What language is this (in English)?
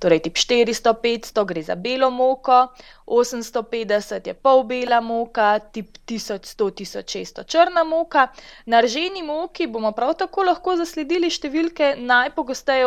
Slovenian